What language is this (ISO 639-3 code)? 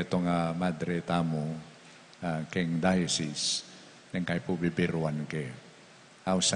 pam